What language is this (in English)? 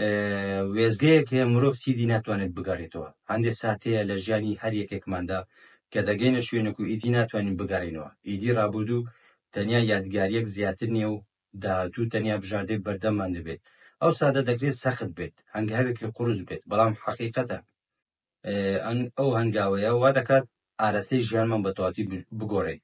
Central Kurdish